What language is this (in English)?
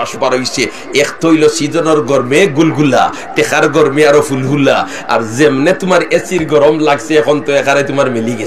Sylheti